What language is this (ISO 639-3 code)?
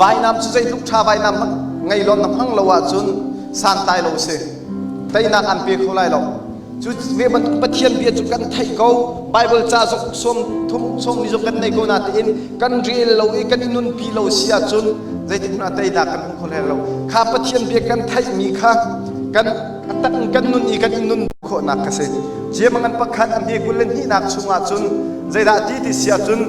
cnh